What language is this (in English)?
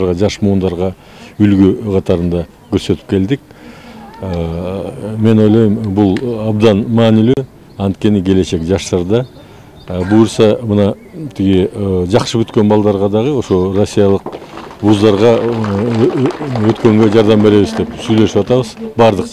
Kyrgyz